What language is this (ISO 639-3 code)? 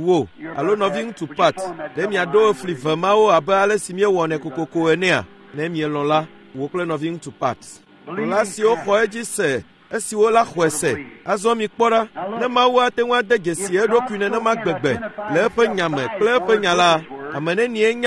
ewe